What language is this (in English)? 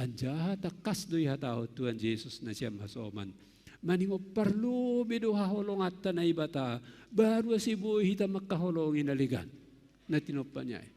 Batak Simalungun